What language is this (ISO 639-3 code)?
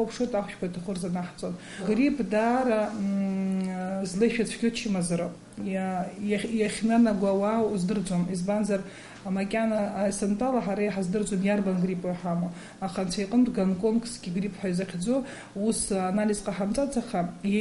abk